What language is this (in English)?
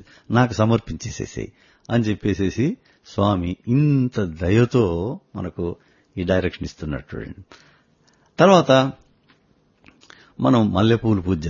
Telugu